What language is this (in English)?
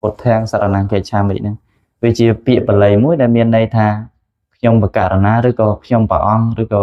Khmer